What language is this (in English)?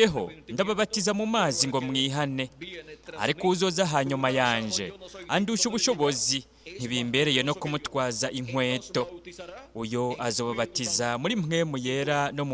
Rundi